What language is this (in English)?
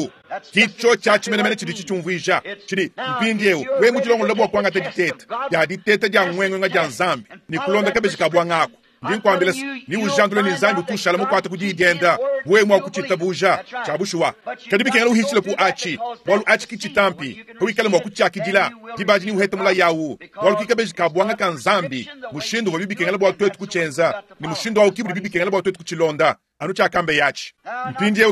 Luba-Lulua